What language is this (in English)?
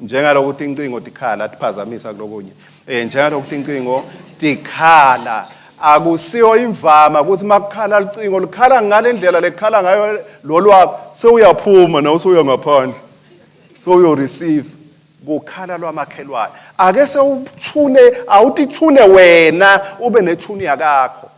Swati